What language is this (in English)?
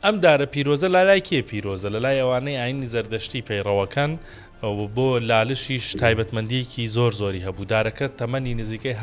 Central Kurdish